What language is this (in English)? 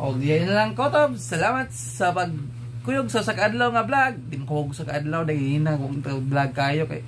Cebuano